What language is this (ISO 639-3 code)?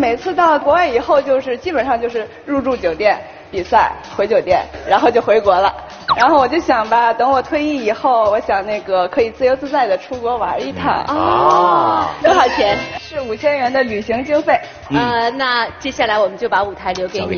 zho